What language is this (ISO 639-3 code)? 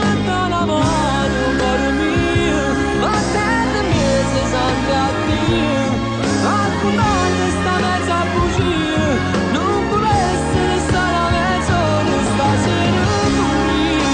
nap